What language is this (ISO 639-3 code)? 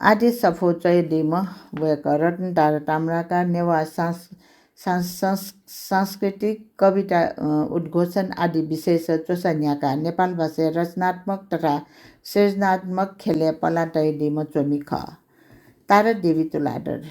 new